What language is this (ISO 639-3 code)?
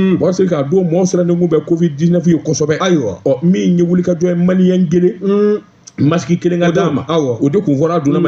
bam